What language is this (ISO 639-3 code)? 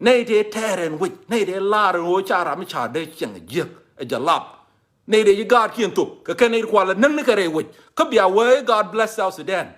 nus